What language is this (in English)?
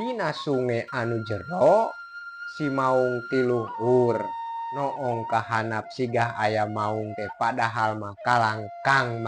Sundanese